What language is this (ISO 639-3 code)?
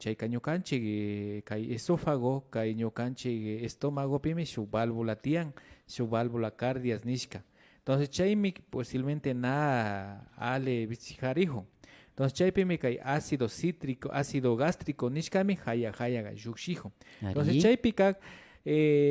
qvi